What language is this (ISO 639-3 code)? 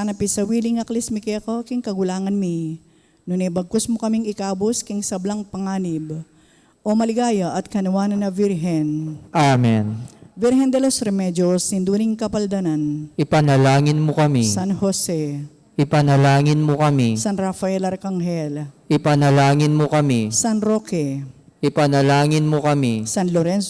pam